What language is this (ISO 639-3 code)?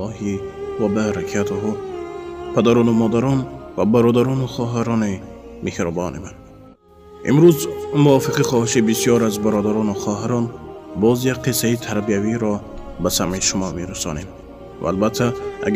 tgk